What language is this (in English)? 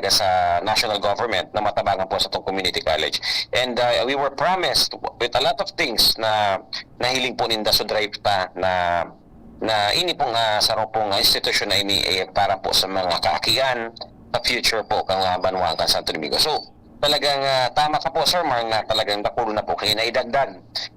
Bikol